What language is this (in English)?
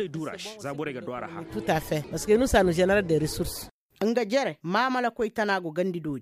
Zarma